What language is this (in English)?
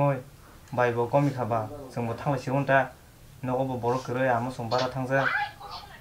Kok Borok